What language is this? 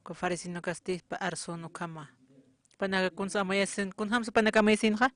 Aymara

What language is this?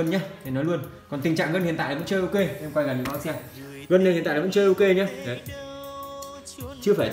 Vietnamese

